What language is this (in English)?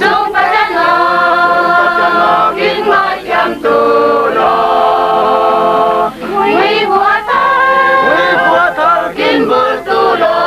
Falam Chin